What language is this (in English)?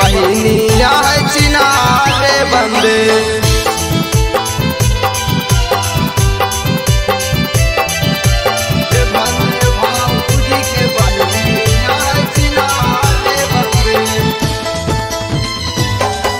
Bhojpuri